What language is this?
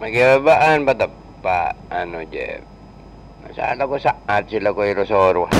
Madurese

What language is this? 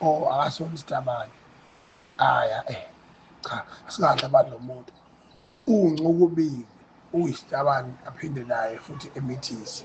Zulu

